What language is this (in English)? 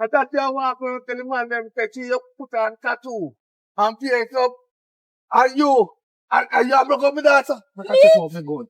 Jamaican Creole English